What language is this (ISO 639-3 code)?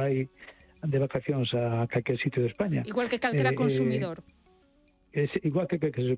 glg